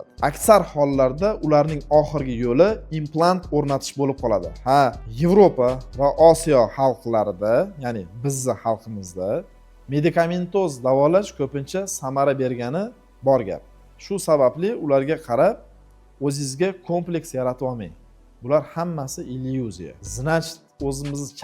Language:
Uzbek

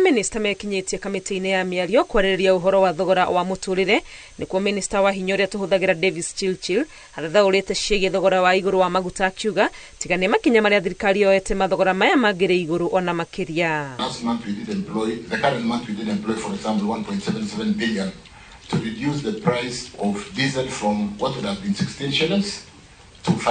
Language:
Kikuyu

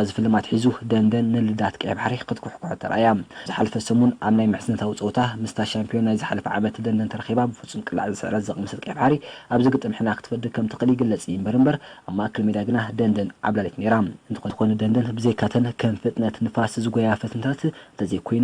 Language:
Tigrinya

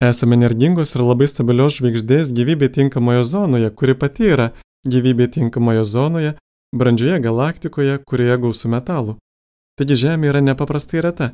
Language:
Lithuanian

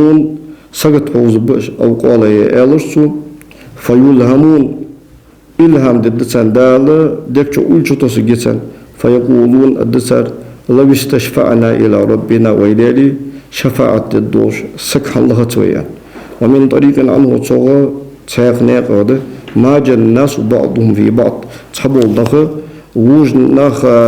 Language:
Ingush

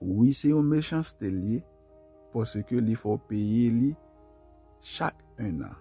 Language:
Haitian Creole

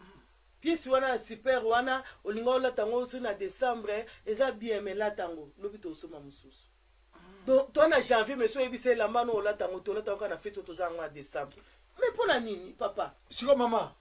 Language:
Lingala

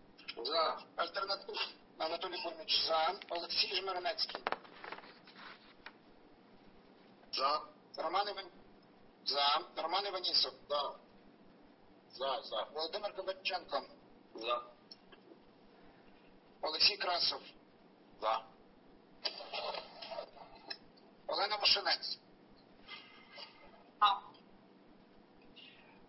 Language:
Ukrainian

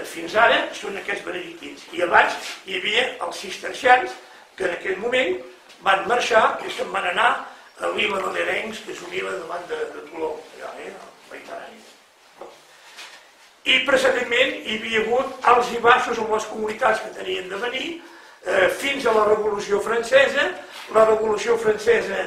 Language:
Catalan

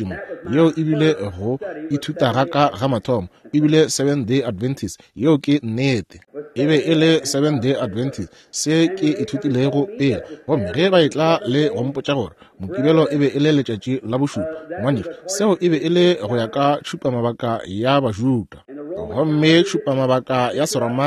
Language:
Northern Sotho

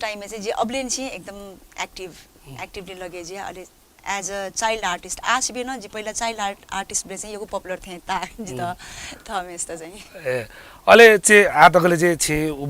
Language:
Newari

